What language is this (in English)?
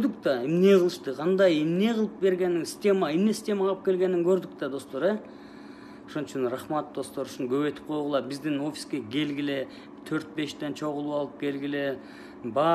Kyrgyz